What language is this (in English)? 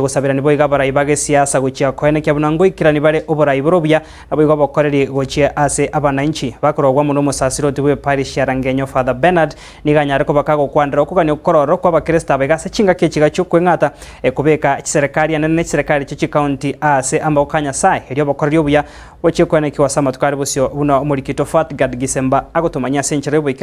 Gusii